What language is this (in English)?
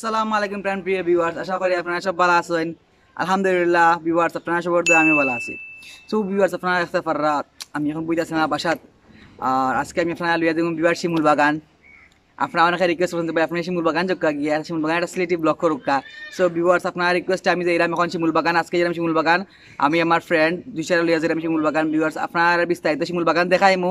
Sylheti